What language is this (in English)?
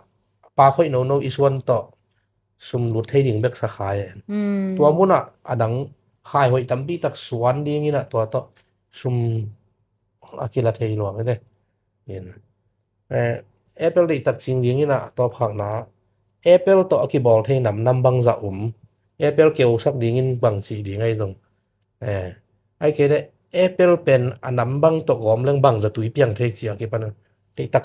Tedim Chin